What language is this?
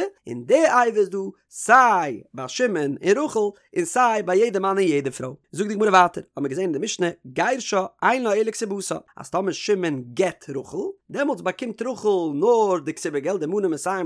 Yiddish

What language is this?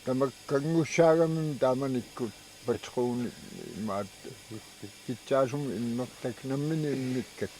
Kalaallisut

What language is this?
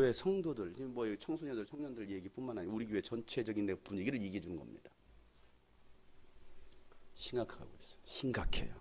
Korean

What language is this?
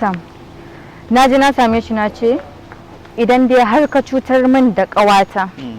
Hausa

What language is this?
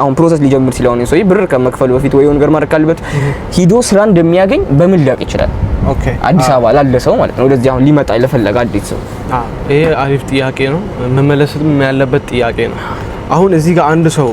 Amharic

